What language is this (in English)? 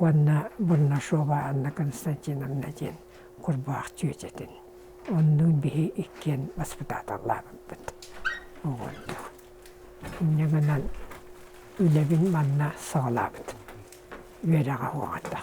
Yakut